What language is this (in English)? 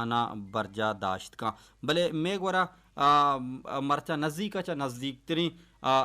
Baluchi